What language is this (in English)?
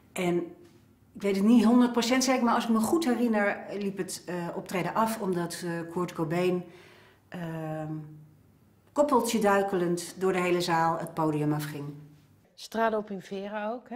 Dutch